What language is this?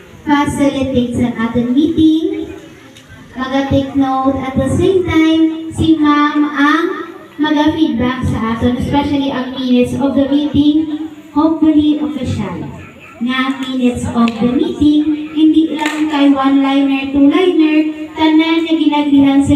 Hiligaynon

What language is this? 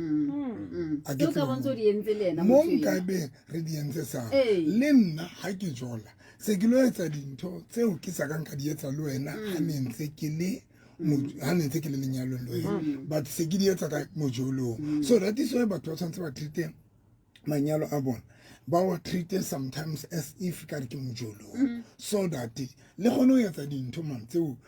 Southern Sotho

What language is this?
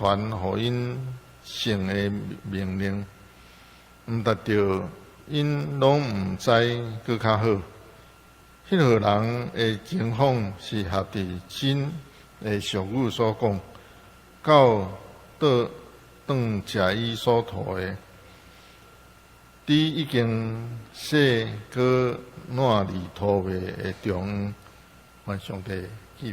Min Nan Chinese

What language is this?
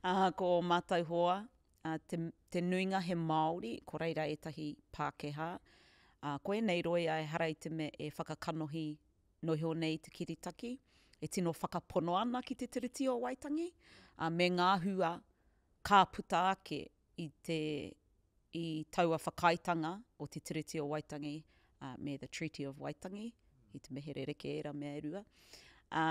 Māori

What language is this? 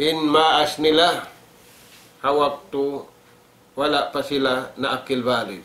Tausug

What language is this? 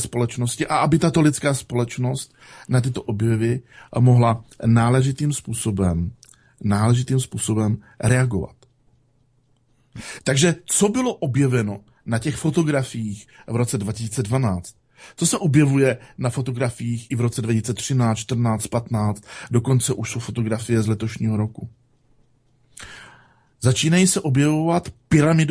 Czech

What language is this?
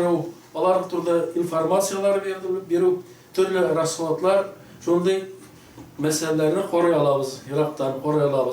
Tatar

